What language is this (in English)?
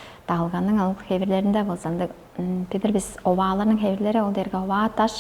Tuvinian